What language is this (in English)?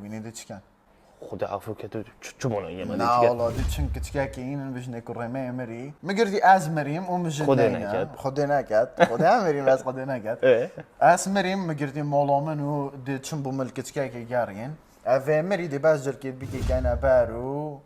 Kurdish